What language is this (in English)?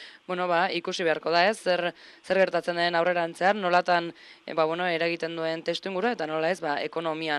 Basque